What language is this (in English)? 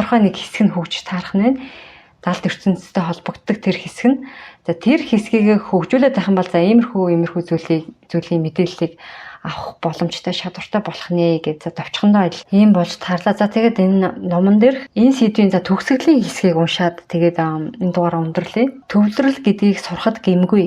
Mongolian